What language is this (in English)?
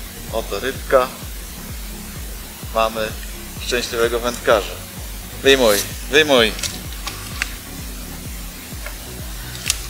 Polish